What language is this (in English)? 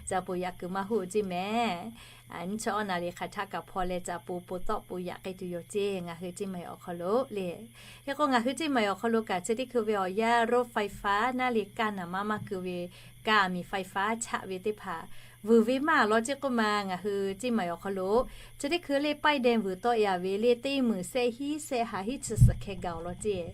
Lahu